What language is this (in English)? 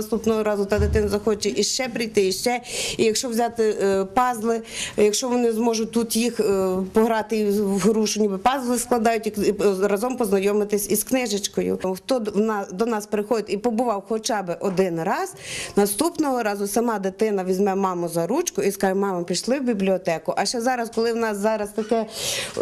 Ukrainian